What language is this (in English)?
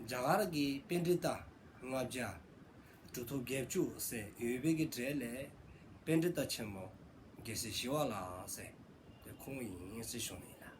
Dzongkha